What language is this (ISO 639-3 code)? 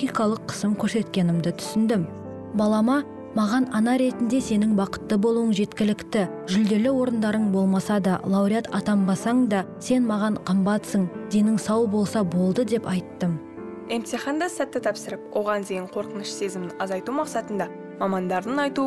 kaz